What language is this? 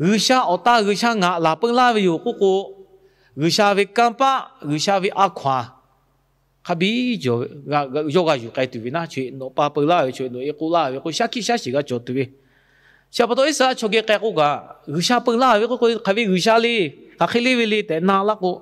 Lahu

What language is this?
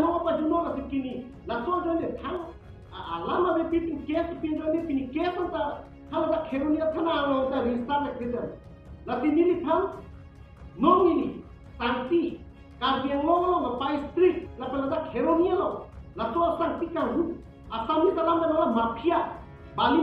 Karbi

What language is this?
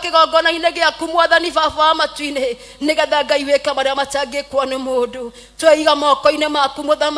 Kikuyu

